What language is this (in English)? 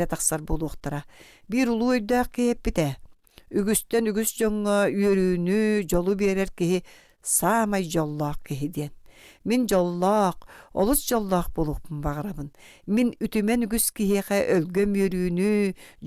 Yakut